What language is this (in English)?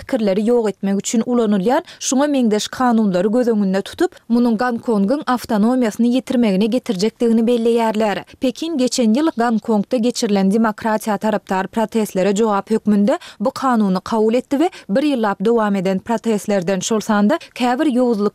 Turkmen